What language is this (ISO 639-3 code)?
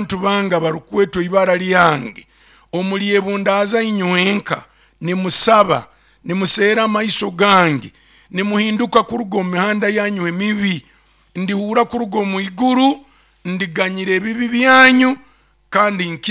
nyo